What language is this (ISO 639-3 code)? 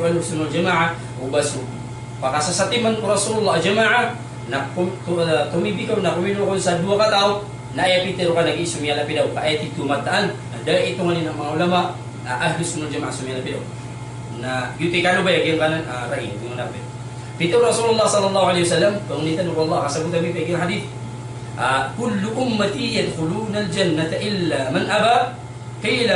mrw